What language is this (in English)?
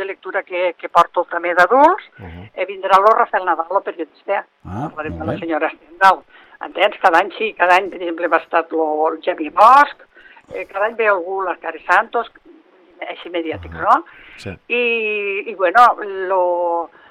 Catalan